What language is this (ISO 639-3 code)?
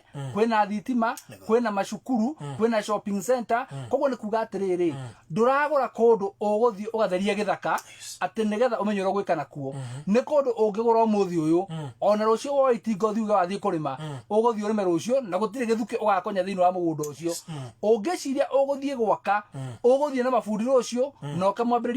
kik